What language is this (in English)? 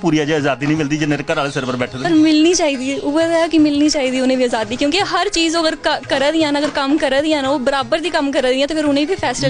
Dogri